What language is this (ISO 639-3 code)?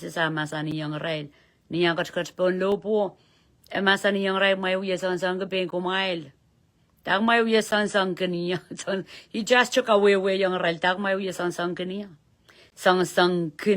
pon